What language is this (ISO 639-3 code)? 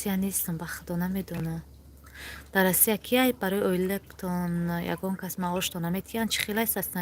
tgk